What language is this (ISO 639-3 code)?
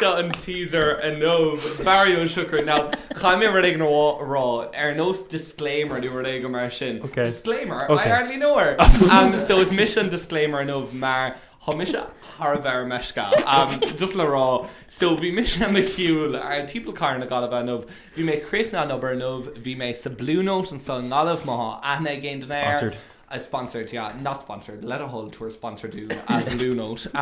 gle